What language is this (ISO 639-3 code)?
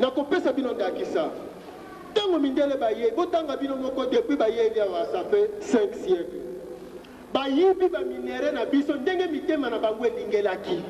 lin